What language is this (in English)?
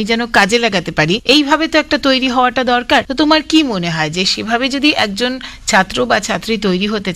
Bangla